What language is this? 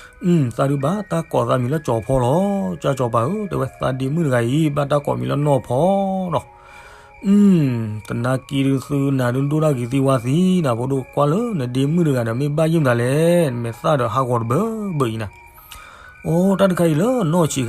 S'gaw Karen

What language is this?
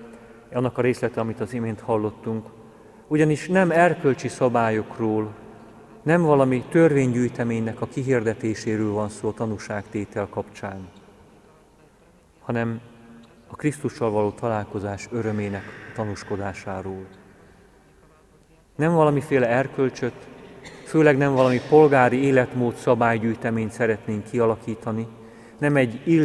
Hungarian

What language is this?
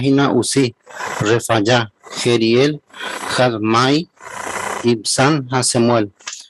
Guarani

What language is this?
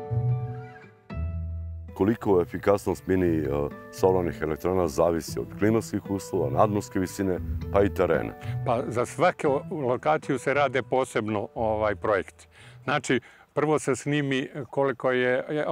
Serbian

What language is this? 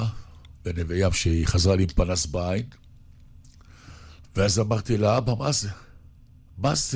Hebrew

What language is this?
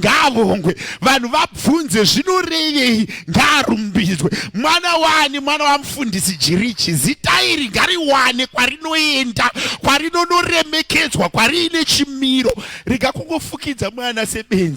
Shona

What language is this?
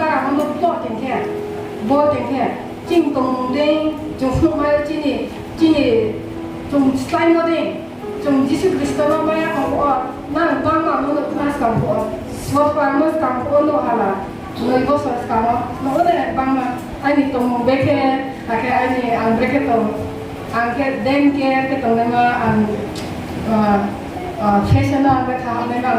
Riang (India)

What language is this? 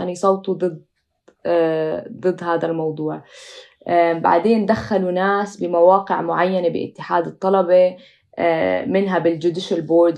North Levantine Arabic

